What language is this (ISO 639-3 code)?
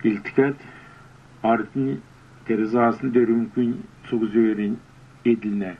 xal